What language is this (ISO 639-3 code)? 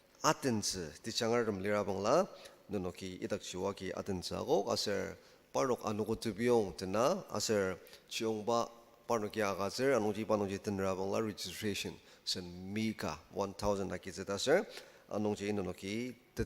njo